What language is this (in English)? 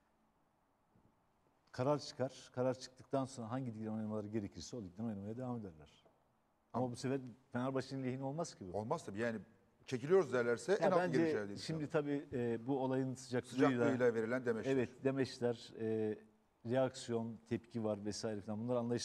Turkish